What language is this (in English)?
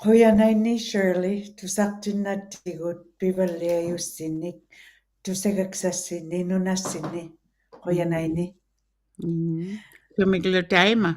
Western Canadian Inuktitut